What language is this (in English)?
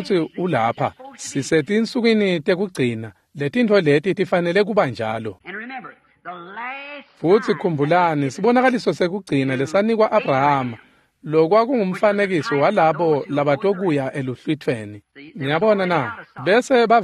Swati